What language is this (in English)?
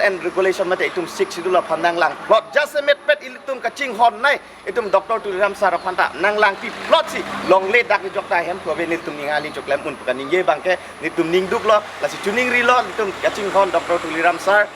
Karbi